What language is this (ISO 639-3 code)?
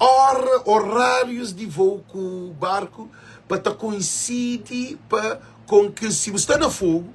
kea